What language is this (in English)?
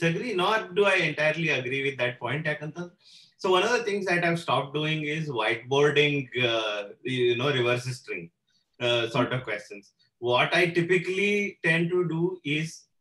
English